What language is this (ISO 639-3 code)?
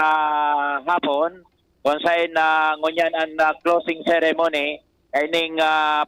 bik